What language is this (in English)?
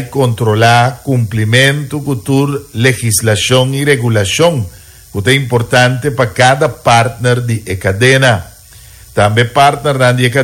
Papiamento